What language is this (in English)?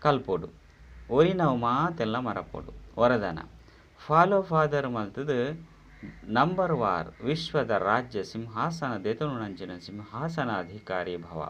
Tulu